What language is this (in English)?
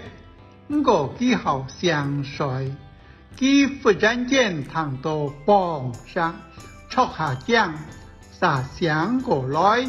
Hakka Chinese